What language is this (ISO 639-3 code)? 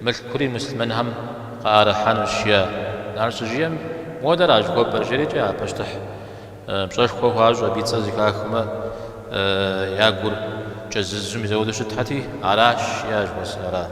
kbd